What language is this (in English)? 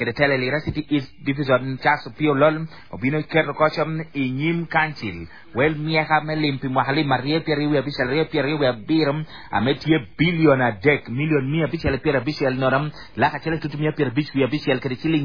Acoli